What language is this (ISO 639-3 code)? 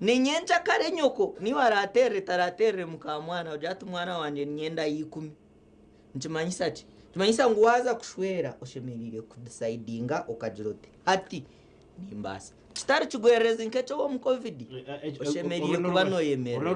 nyn